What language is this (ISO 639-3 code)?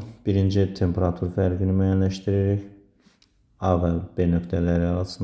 aze